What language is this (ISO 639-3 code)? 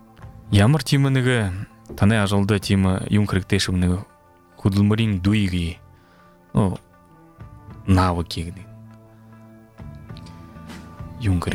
bua